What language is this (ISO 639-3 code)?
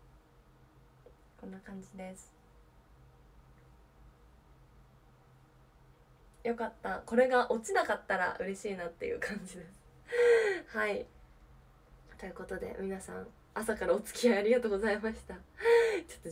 jpn